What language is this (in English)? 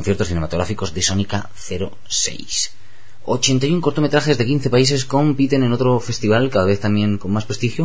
Spanish